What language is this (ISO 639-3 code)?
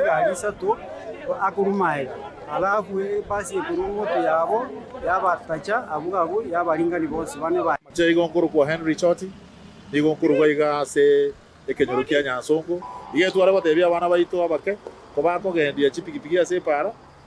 guz